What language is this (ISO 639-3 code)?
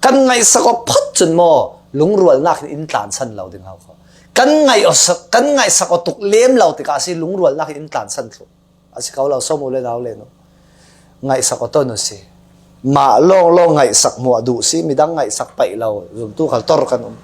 cfm